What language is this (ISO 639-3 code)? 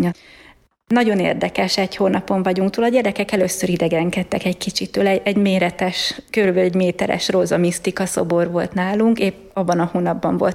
hun